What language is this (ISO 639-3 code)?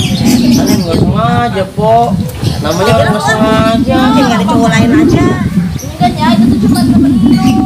bew